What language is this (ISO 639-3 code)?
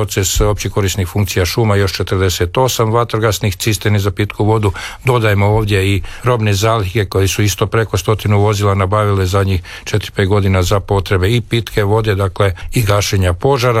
hrv